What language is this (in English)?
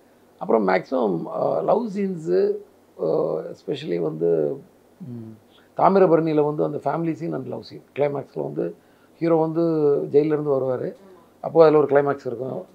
Tamil